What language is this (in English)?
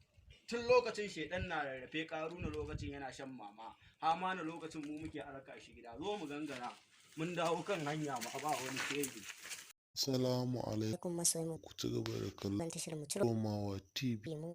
Hausa